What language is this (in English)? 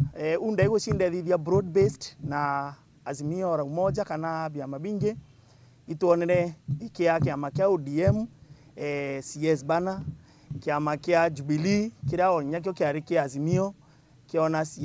Meru